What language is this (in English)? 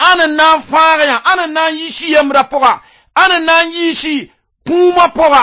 Mossi